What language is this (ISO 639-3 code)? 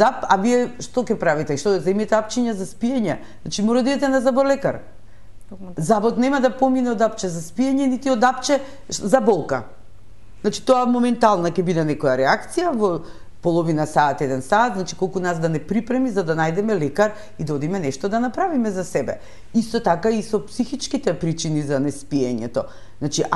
mkd